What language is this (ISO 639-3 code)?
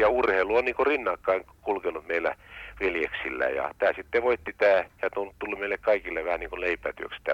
fin